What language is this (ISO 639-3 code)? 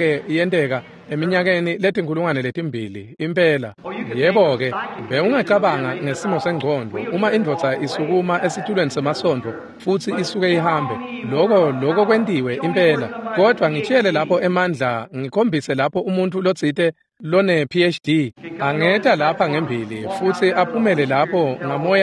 ssw